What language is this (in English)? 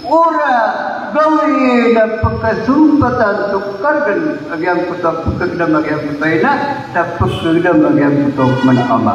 Maranao